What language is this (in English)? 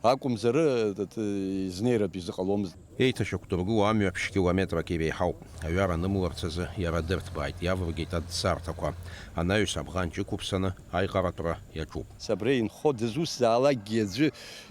Abkhazian